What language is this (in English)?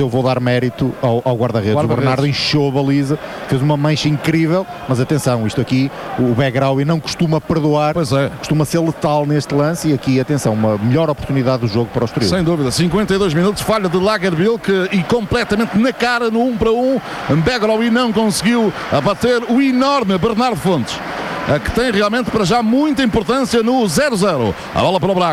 Portuguese